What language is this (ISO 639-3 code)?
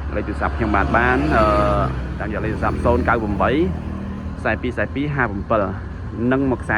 khm